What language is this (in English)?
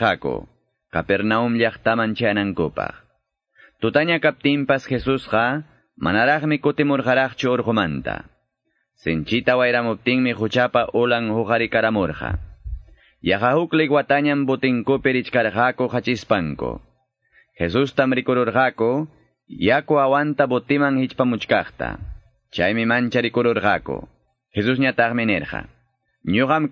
Quechua